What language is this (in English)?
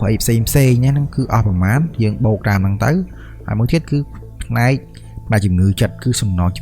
Khmer